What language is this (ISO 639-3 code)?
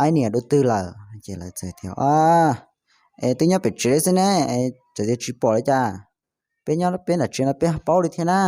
hmn